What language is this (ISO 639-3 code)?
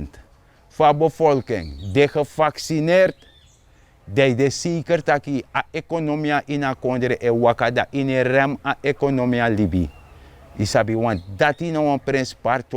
srn